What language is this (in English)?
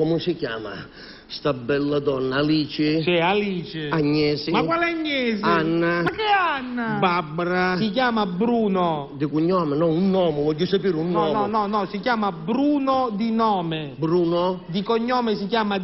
Sicilian